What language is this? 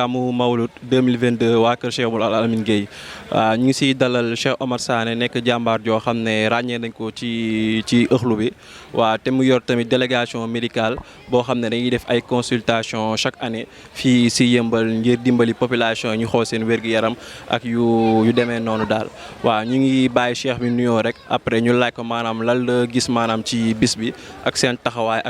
Wolof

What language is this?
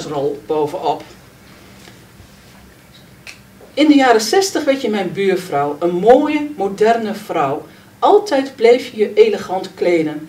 Dutch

